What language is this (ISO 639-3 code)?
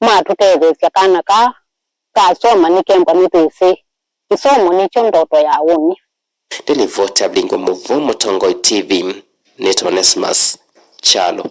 kam